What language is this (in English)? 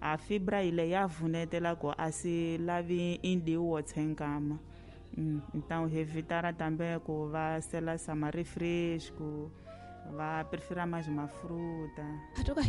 Tsonga